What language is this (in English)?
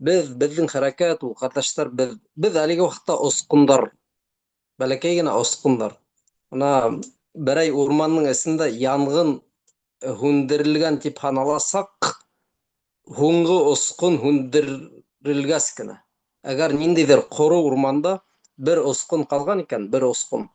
Bashkir